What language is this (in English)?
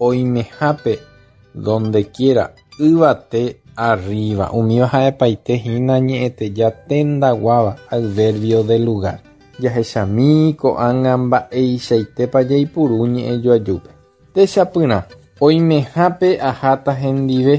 Guarani